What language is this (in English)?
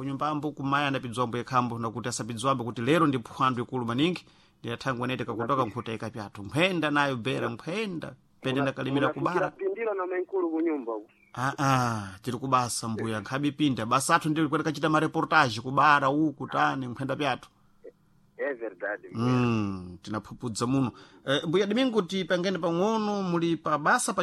Sena